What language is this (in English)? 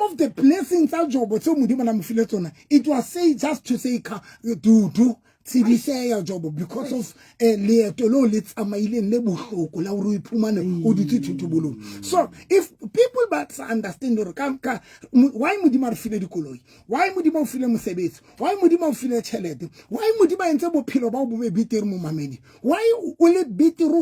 Southern Sotho